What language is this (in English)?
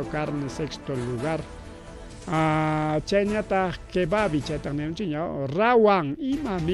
Ayacucho Quechua